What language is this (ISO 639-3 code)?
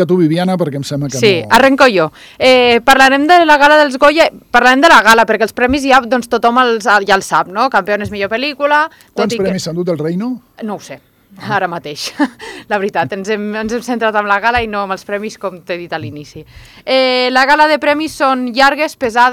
cat